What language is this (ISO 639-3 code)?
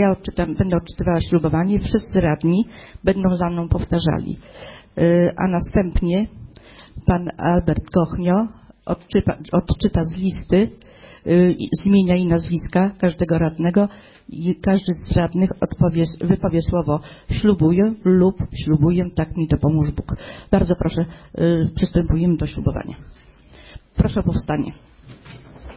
pol